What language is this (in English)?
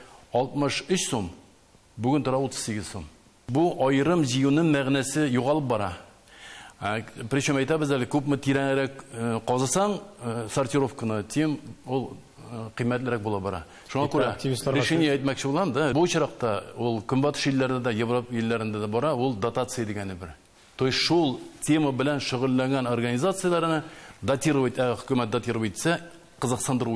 Tatar